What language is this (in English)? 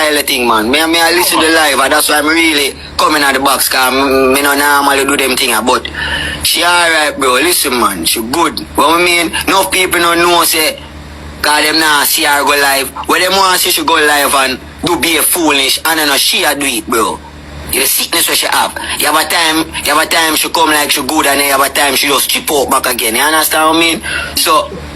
Jamaican Creole English